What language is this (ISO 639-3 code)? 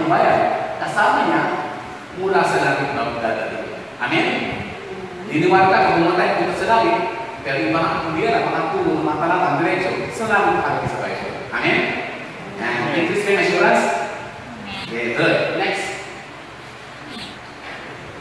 fil